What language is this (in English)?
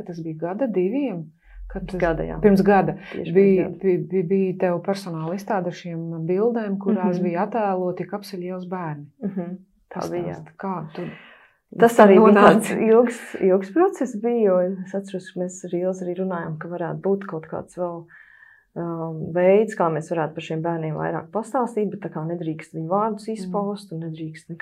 Latvian